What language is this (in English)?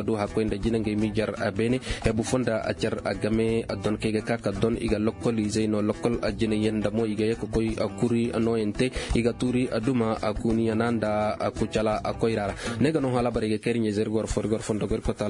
Koyraboro Senni